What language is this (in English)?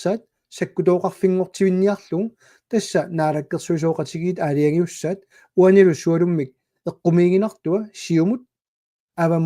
Kalaallisut